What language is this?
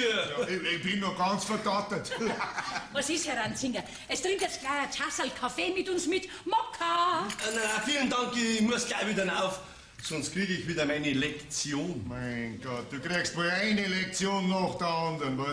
Bavarian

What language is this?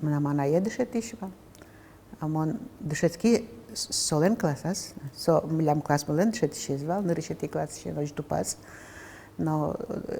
Udmurt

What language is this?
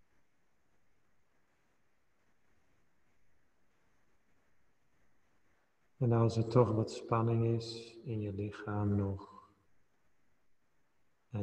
Dutch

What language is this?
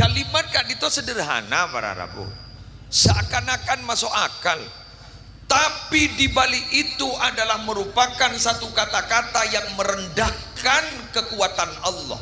Madurese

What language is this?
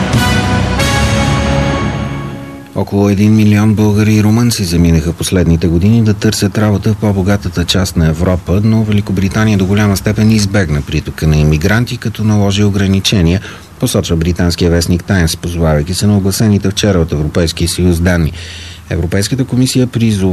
Bulgarian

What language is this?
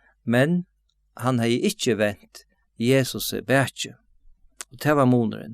Faroese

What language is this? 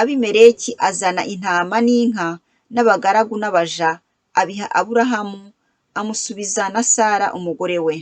Kinyarwanda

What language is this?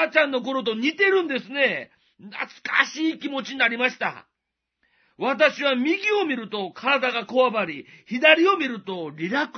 Japanese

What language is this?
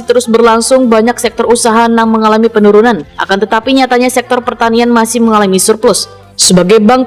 Banjar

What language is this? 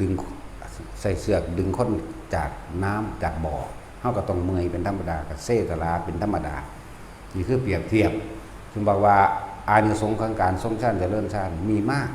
Northeastern Thai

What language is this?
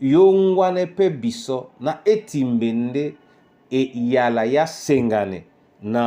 Duala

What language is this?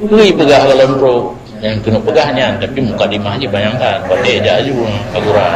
Achinese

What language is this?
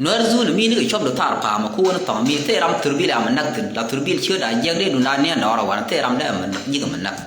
Nuer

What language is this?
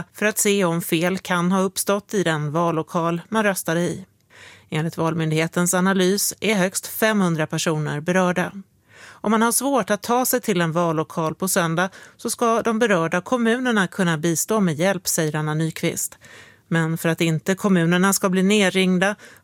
Swedish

